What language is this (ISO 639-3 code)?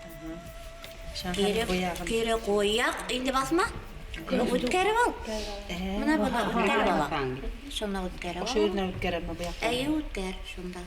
bak